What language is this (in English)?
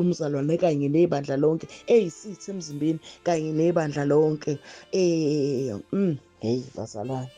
Zulu